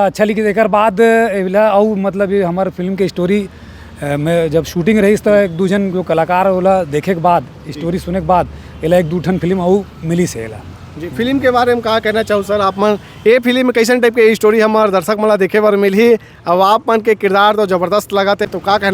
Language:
Chhattisgarhi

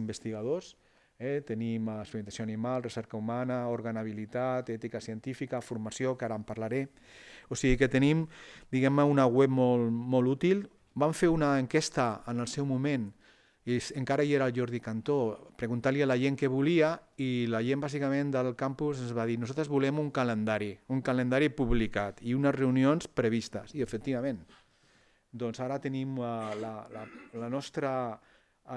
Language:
Catalan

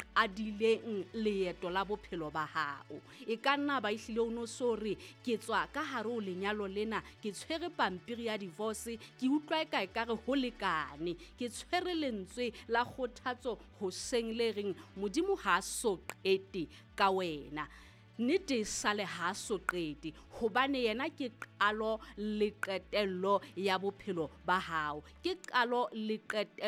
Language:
Southern Sotho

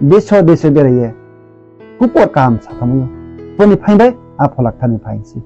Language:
Riang (India)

